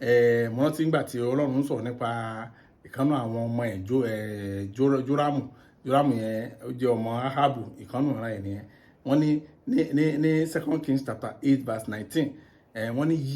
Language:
Yoruba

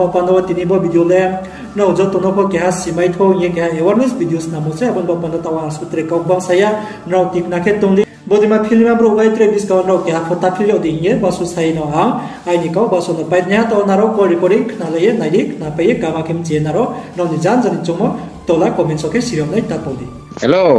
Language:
Riang (India)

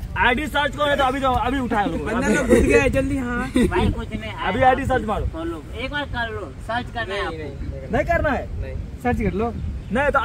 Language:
Hindi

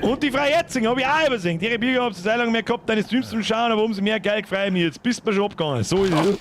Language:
Bavarian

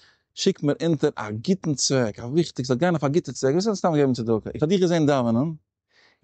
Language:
Yiddish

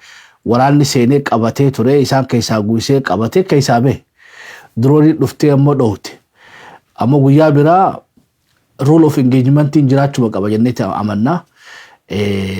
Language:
Oromo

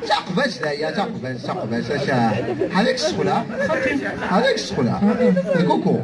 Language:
Kabyle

